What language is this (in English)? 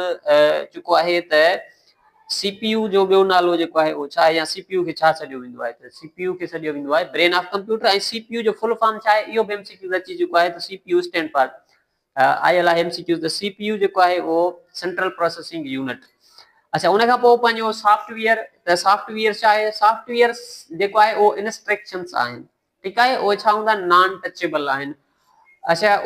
Sindhi